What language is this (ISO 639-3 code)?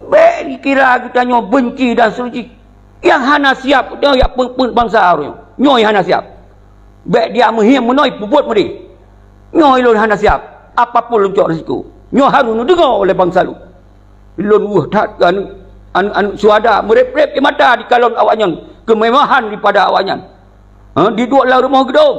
ace